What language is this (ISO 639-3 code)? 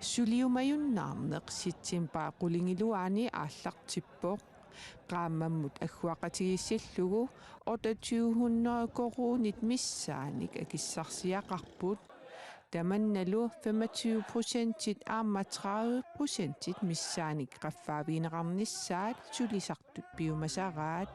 kal